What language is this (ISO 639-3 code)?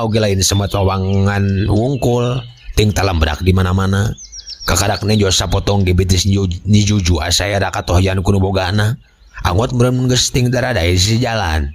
sun